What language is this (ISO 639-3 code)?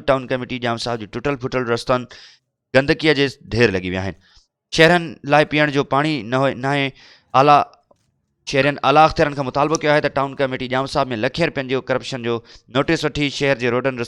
snd